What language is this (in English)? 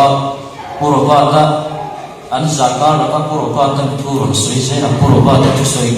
Mizo